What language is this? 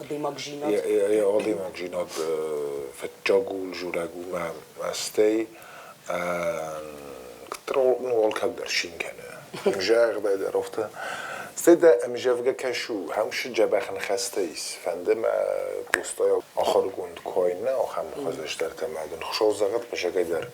Ossetic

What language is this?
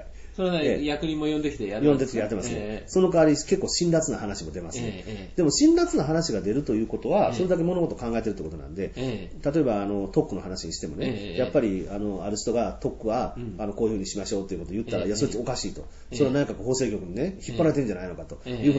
Japanese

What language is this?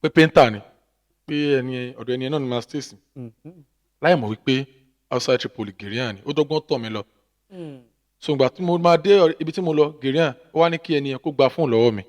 Yoruba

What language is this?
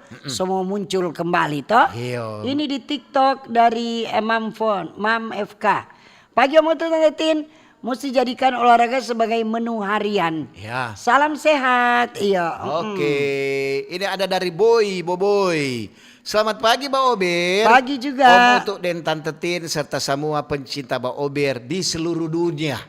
Manado Malay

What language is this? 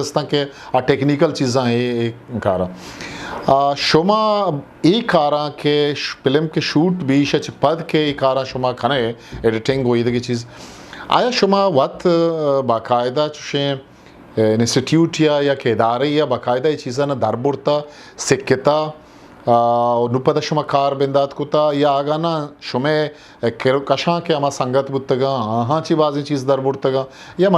Eastern Balochi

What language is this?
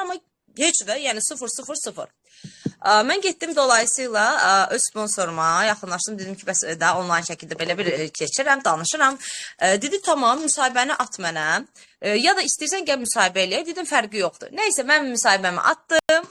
Azerbaijani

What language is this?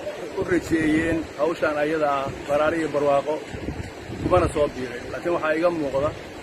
Somali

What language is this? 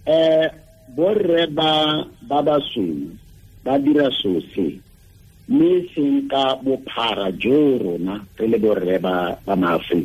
Tswana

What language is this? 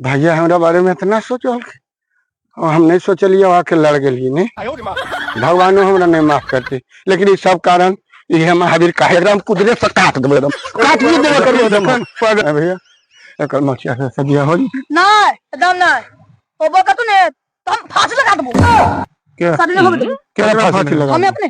Magahi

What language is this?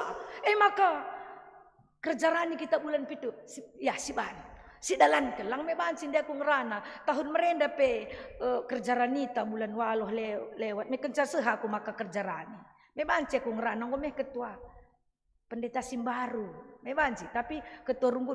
Batak Karo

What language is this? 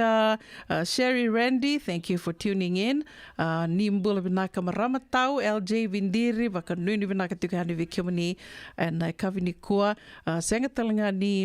Fijian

